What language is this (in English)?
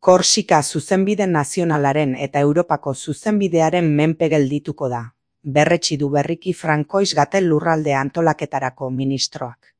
Basque